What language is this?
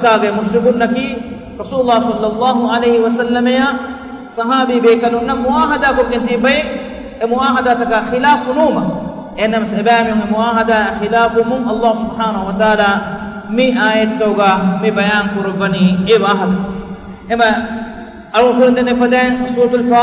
Divehi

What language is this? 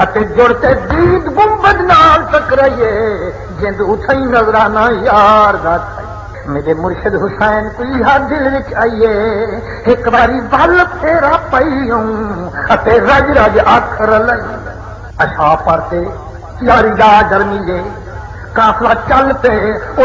Saraiki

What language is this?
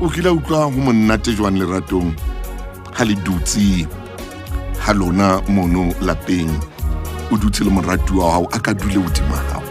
Southern Sotho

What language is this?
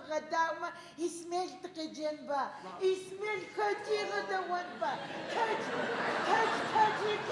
Adyghe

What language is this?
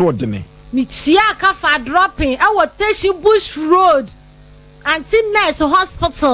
Akan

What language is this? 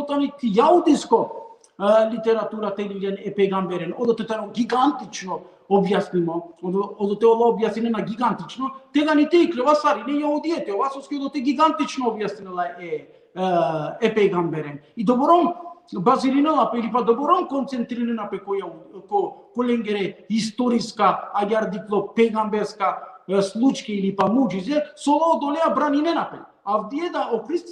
Balkan Romani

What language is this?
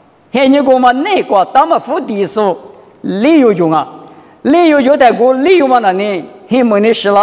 Lisu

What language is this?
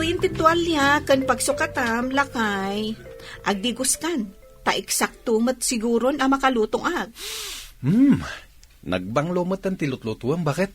Iloko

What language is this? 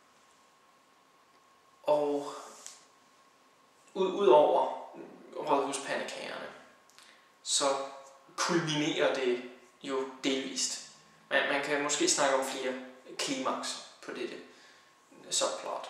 Danish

